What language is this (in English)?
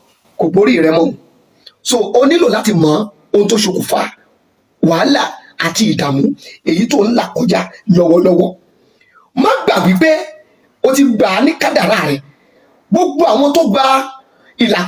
Yoruba